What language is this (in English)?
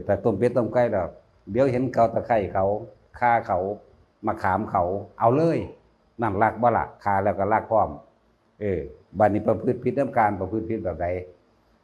Northeastern Thai